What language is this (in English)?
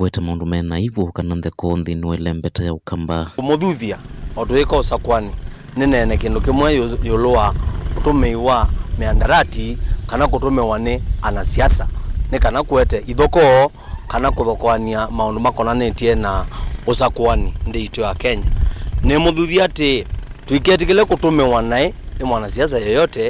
Kamba